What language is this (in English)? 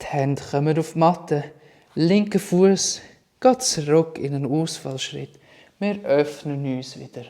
Swiss German